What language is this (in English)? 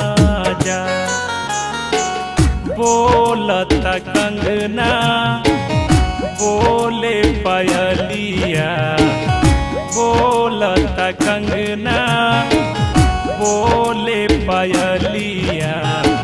Bhojpuri